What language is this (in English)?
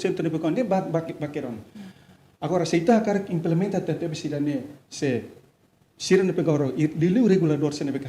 Tetum